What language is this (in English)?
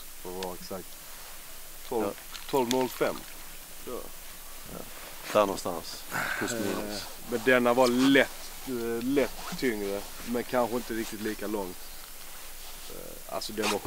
Swedish